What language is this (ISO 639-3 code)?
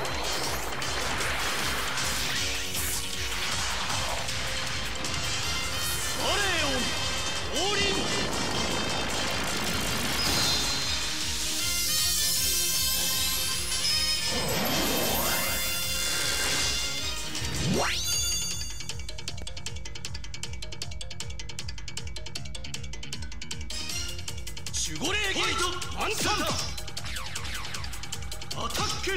jpn